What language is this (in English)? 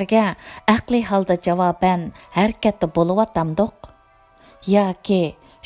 Uyghur